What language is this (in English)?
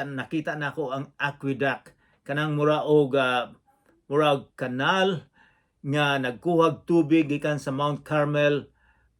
Cebuano